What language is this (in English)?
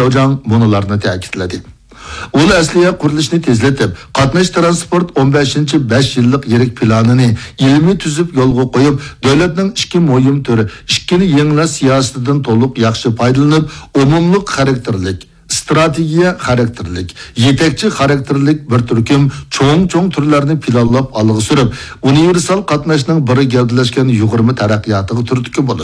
Uyghur